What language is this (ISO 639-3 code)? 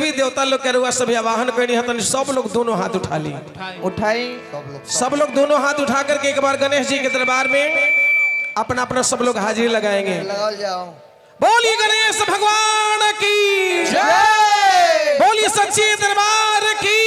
bho